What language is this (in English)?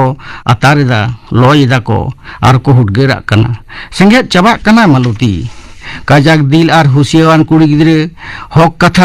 Santali